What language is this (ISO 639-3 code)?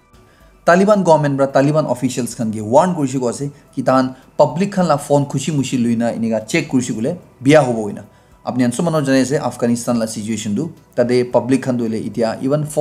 nag